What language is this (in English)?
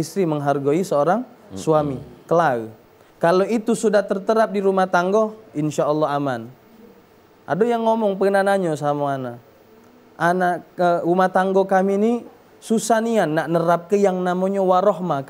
Musi